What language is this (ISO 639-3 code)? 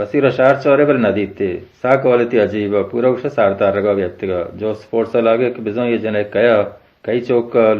bal